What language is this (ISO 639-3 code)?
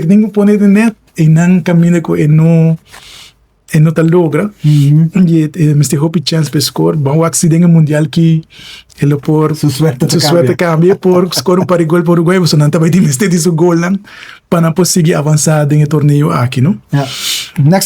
pap